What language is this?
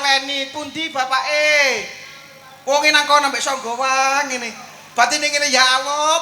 Javanese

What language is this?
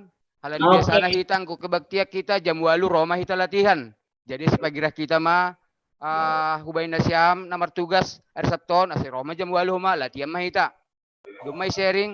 Batak Simalungun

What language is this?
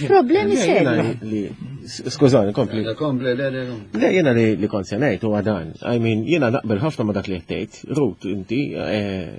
Maltese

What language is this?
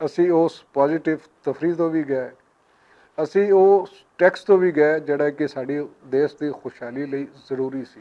Western Panjabi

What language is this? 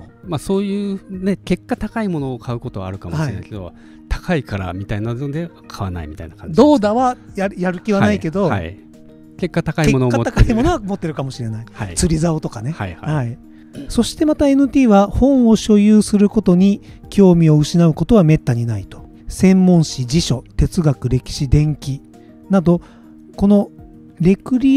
Japanese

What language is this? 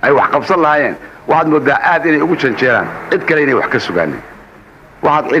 Somali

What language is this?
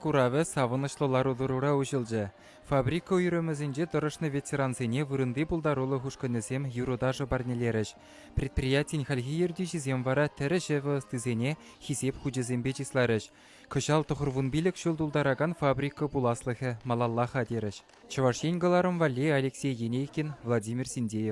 Chuvash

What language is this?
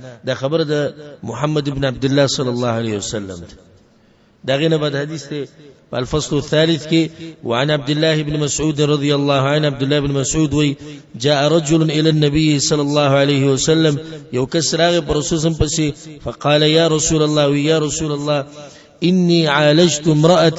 Pashto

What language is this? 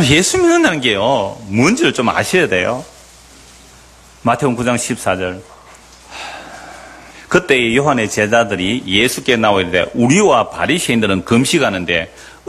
Korean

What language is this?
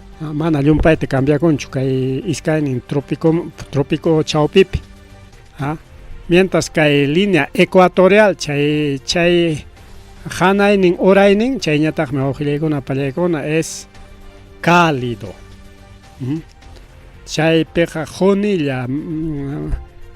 Ayacucho Quechua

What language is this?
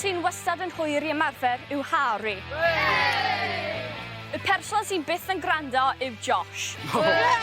Welsh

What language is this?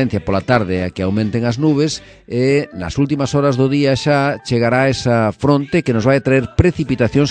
Galician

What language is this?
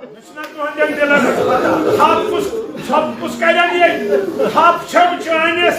Kashmiri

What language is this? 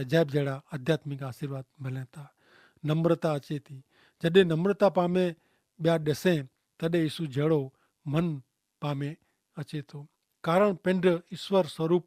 Kachhi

